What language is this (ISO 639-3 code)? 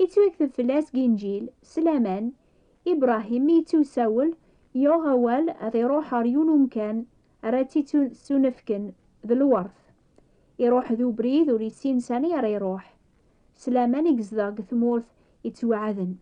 kab